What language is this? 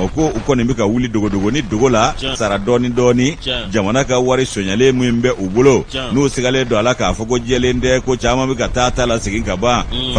Bambara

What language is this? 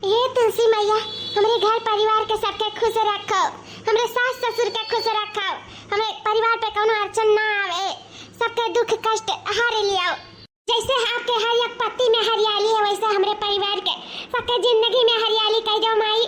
Awadhi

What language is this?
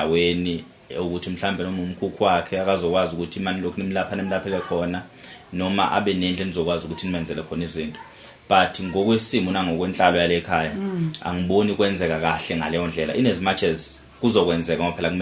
Zulu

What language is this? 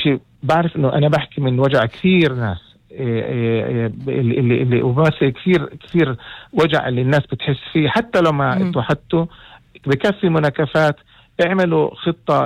North Levantine Arabic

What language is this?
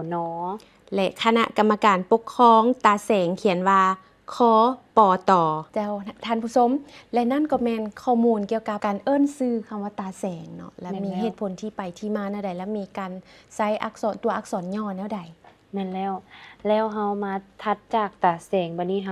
Lao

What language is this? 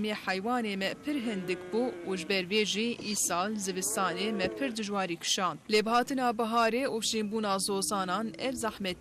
Kurdish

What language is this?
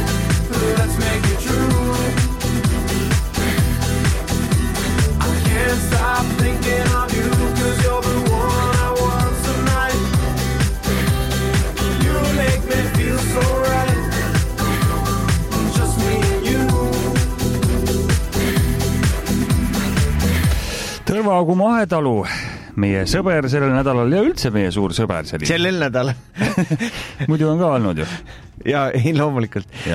Estonian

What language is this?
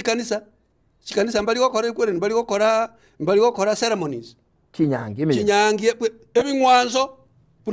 Gusii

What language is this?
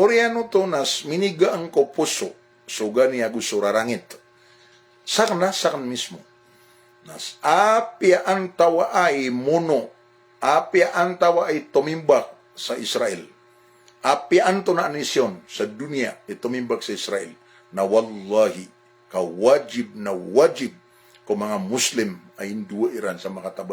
Maranao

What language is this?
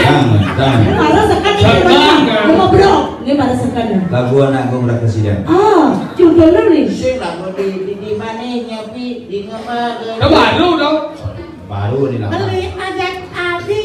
Balinese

